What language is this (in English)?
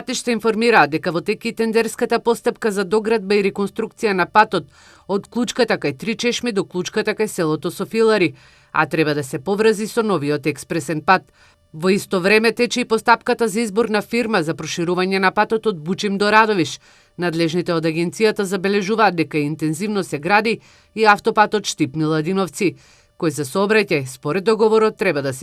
Macedonian